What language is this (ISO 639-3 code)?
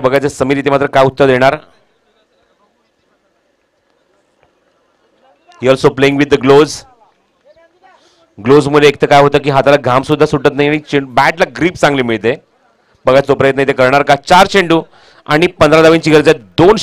mar